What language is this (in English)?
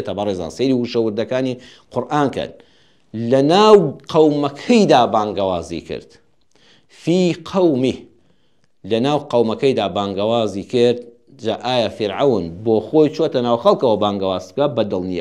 Central Kurdish